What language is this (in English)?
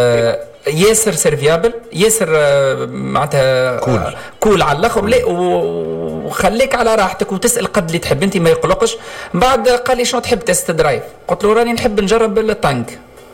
Tunisian Arabic